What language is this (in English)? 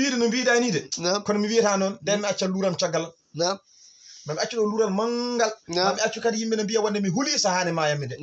Fula